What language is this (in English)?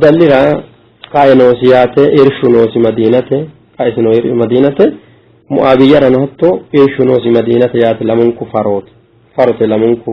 Sidamo